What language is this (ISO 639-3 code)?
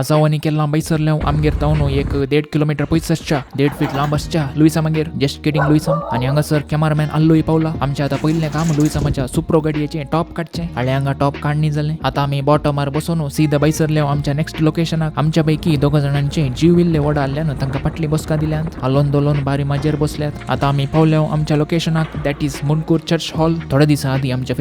kok